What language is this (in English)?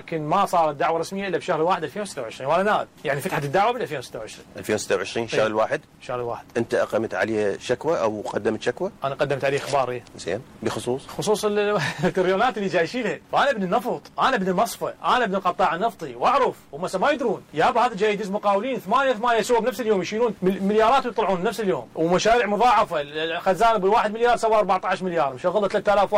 Mesopotamian Arabic